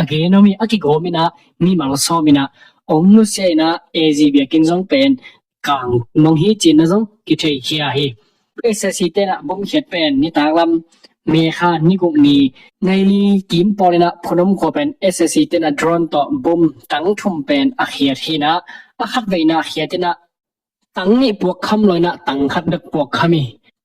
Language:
Tedim Chin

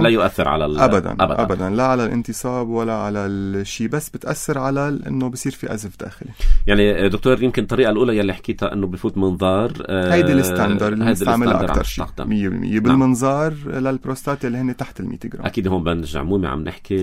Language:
North Levantine Arabic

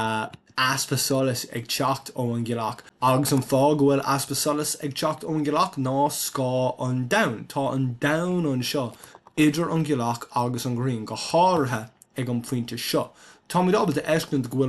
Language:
Irish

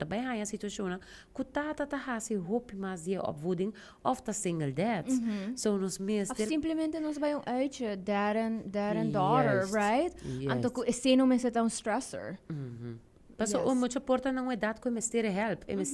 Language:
Papiamento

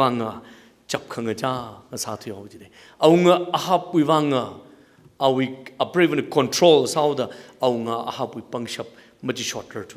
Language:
Tangkhul Naga (India)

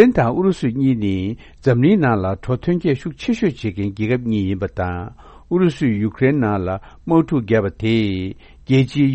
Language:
Tibetan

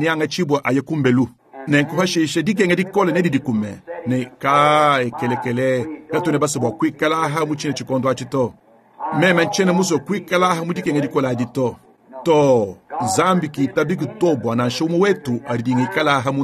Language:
Luba-Lulua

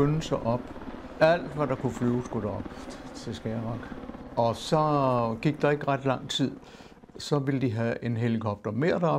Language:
Danish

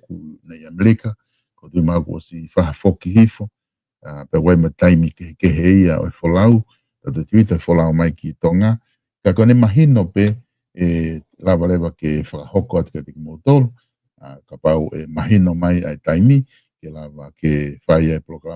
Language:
Tongan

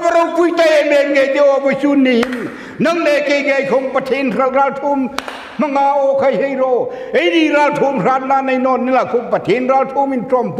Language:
Hmar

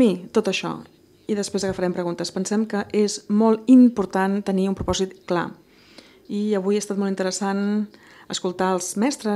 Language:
Catalan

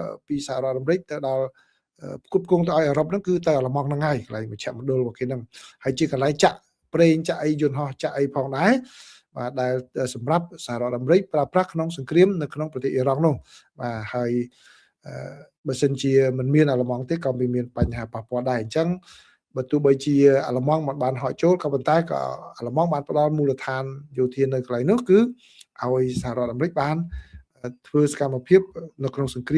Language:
Khmer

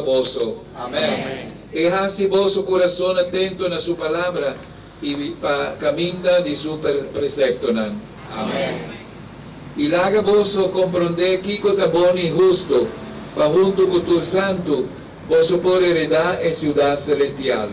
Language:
Papiamento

